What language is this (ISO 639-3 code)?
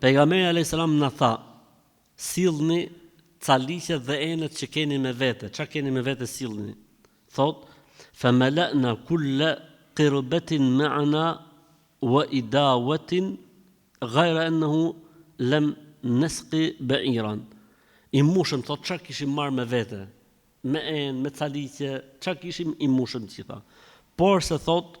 sqi